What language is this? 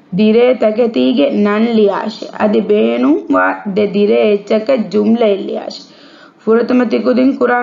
Divehi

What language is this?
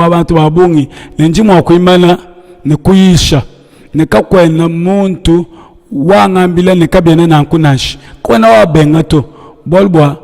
Luba-Lulua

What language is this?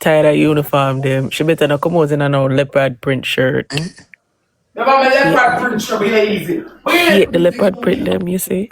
Jamaican Creole English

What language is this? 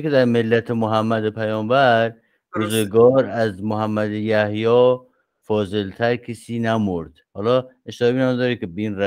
Persian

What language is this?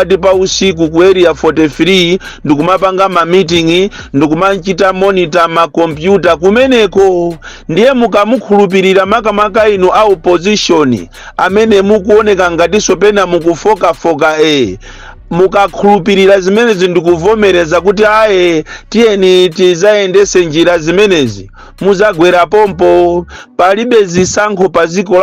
Nyanja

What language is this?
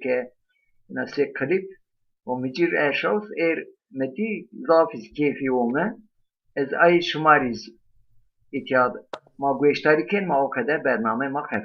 Zaza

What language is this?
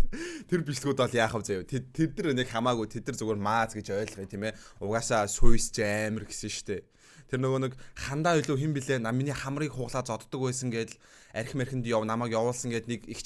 Mongolian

